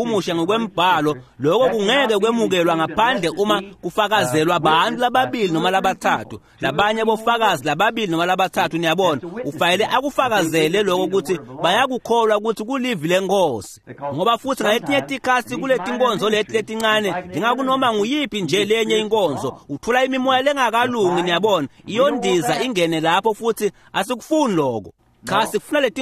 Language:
Swati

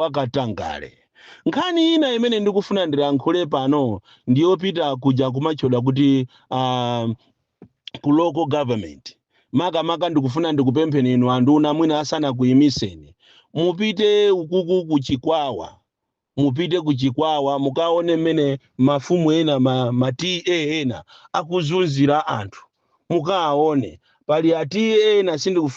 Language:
Nyanja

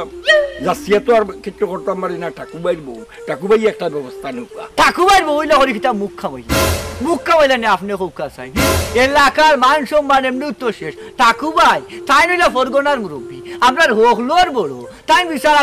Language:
Sylheti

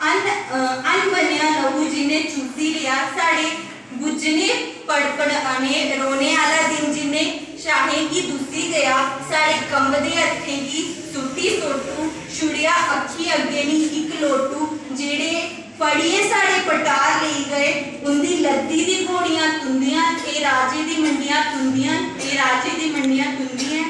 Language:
Dogri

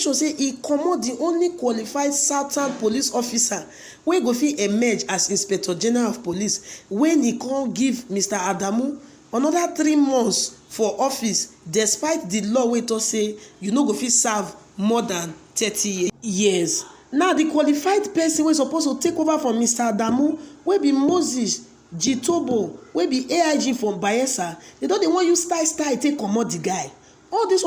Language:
Nigerian Pidgin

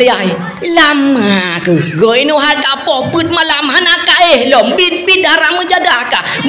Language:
Achinese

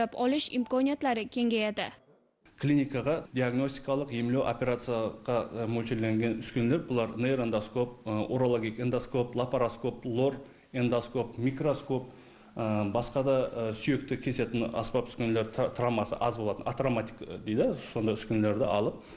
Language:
Kara-Kalpak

